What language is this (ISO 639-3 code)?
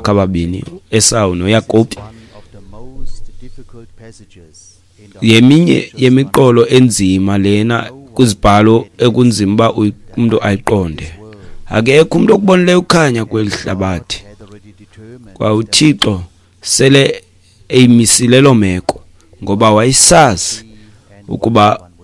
xho